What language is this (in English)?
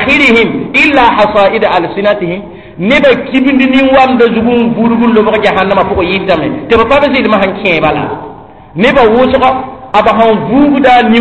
Mossi